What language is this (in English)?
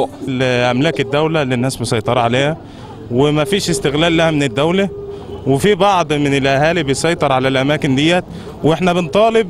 Egyptian Arabic